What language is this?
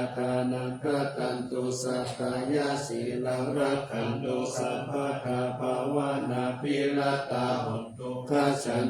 Pali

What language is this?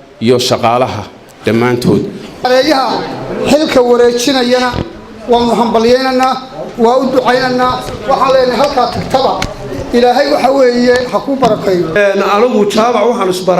Somali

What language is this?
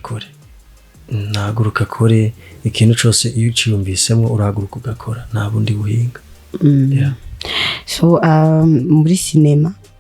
Rundi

